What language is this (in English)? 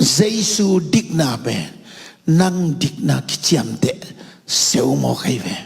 Tedim Chin